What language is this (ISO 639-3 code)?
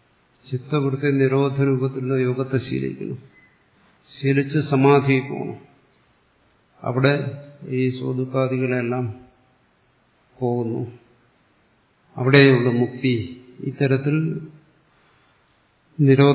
mal